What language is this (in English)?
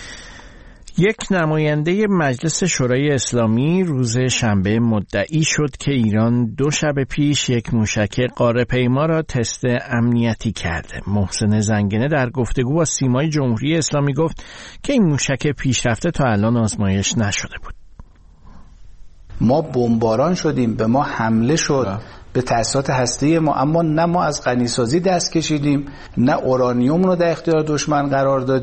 Persian